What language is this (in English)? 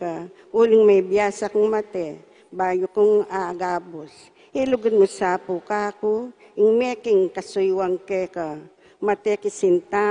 Pampanga